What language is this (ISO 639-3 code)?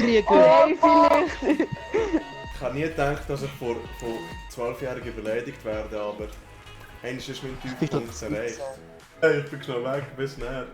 gsw